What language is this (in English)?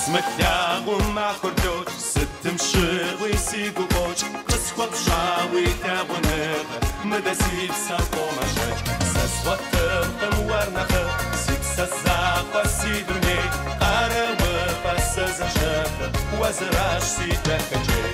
Kabardian